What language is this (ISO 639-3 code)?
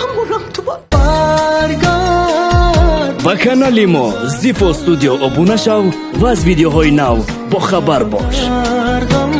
tgk